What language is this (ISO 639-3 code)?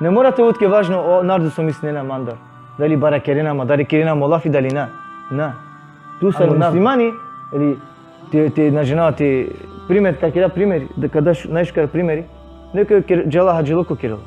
rmn